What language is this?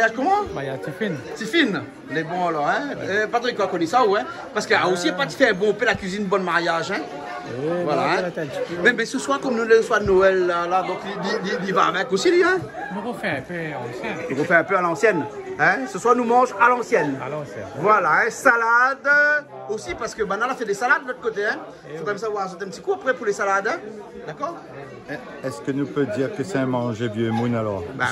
Réunion Creole French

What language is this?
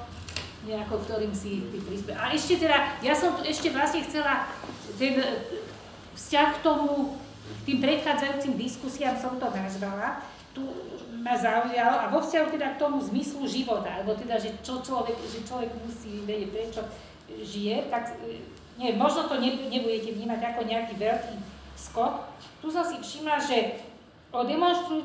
Slovak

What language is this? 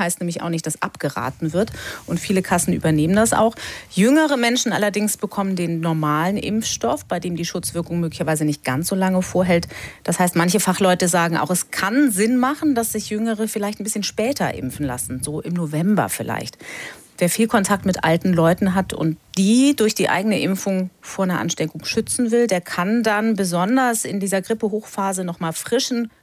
German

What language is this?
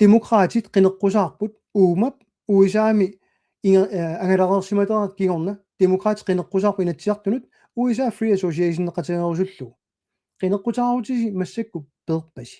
Kalaallisut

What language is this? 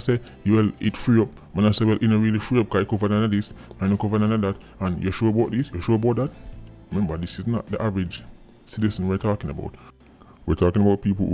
Jamaican Creole English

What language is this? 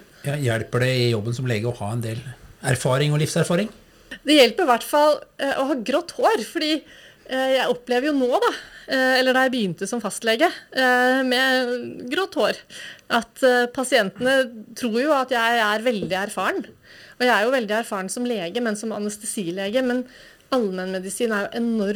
Norwegian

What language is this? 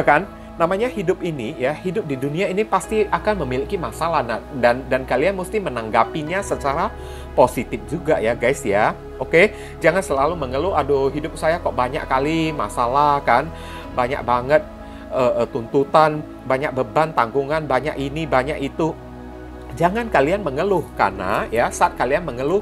Indonesian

